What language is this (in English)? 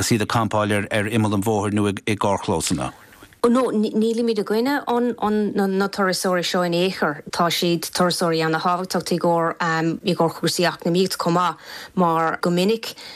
Irish